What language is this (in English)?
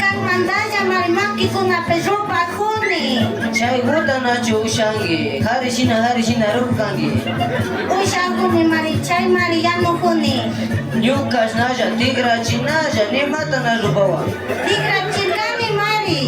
Imbabura Highland Quichua